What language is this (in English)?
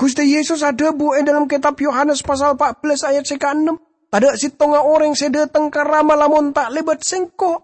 Madurese